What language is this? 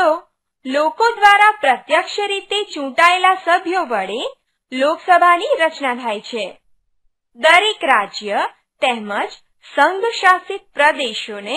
Gujarati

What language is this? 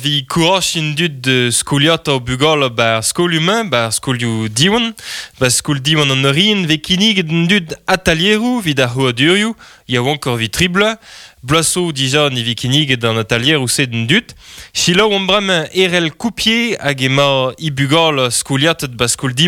Breton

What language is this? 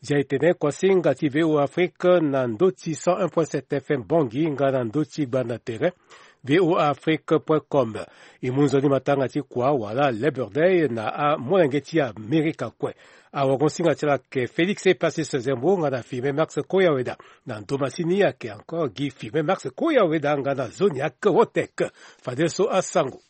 Sango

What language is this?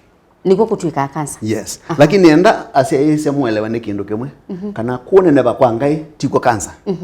Kamba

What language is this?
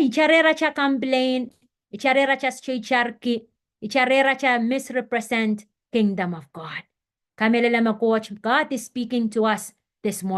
Pohnpeian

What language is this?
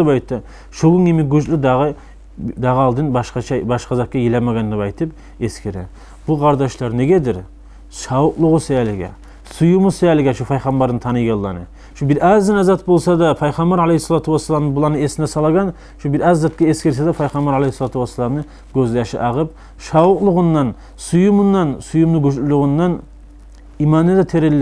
Kumyk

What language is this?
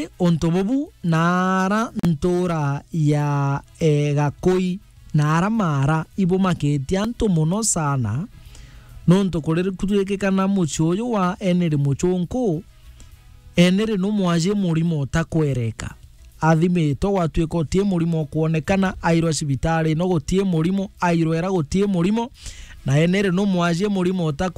Meru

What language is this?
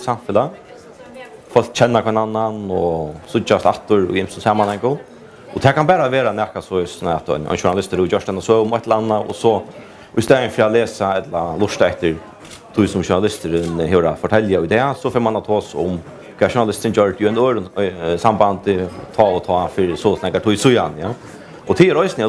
Faroese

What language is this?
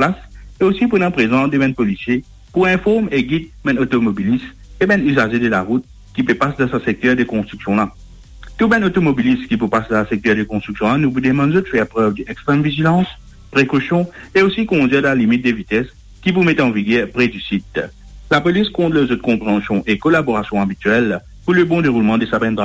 Morisyen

